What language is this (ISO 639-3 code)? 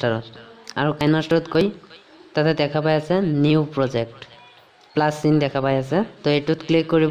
asm